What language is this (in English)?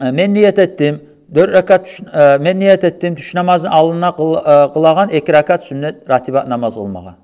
Kumyk